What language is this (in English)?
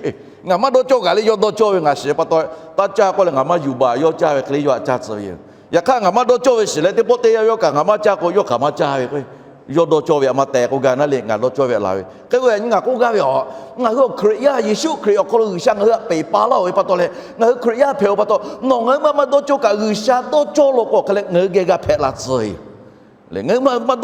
Lahu